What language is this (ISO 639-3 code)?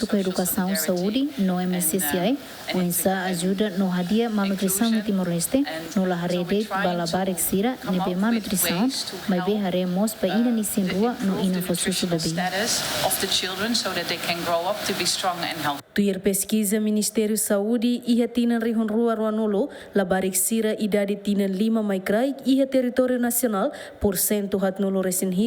tet